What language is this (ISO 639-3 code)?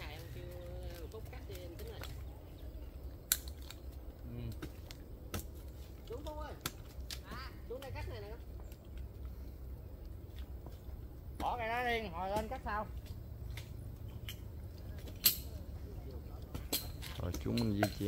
vie